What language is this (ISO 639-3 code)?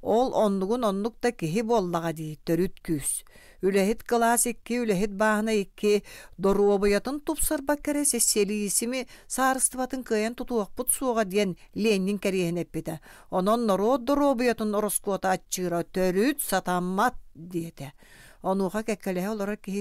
sah